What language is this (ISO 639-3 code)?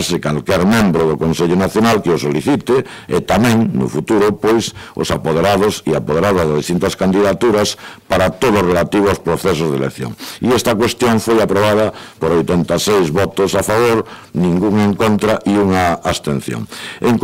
glg